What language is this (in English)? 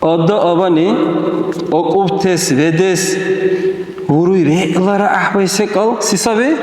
Dargwa